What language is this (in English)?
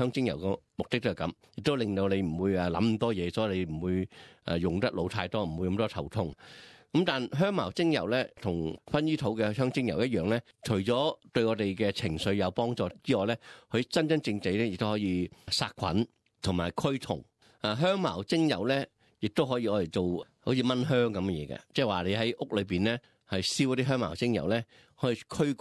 Cantonese